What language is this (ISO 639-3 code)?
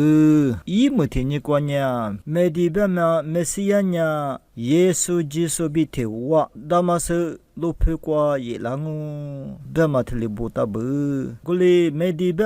lis